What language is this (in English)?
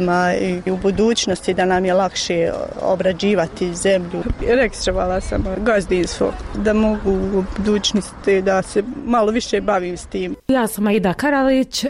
Bosnian